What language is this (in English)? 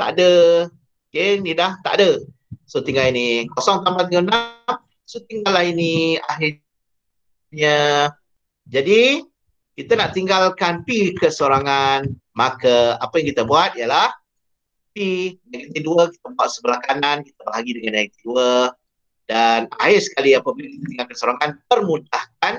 Malay